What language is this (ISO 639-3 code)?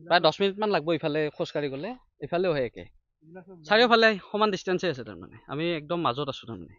asm